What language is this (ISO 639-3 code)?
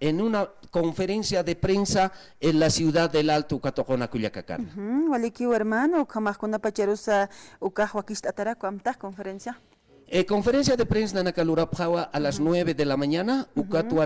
aym